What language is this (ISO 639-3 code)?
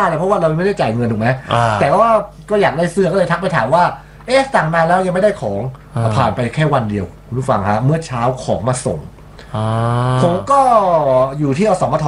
tha